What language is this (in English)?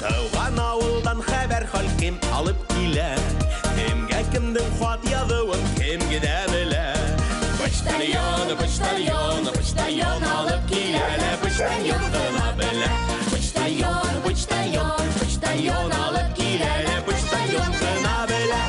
Bashkir